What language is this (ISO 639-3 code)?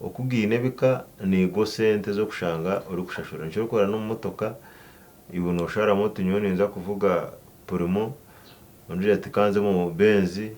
nyn